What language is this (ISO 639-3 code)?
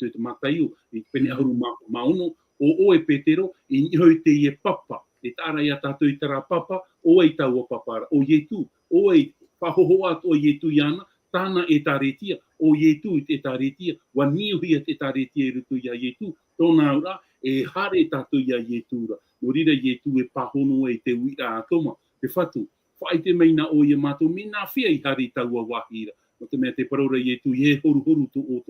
tah